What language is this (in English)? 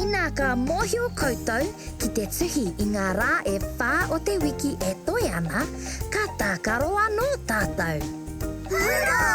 Māori